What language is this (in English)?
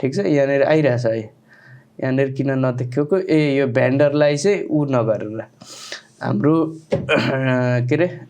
Nepali